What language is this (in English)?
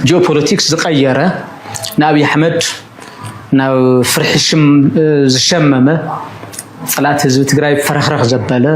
Tigrinya